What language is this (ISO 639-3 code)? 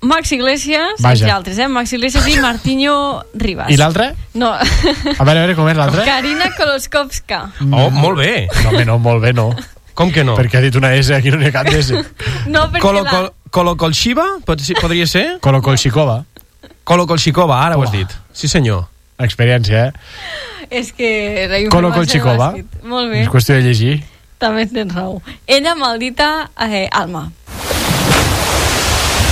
cat